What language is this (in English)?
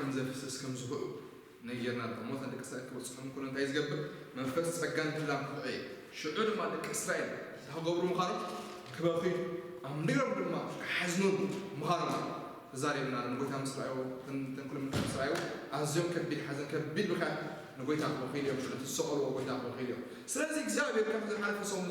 Tigrinya